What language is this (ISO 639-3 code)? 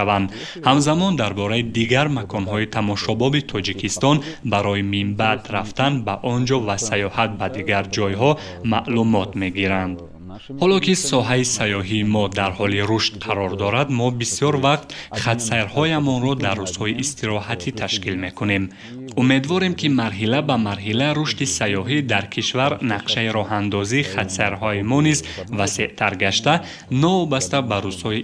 tgk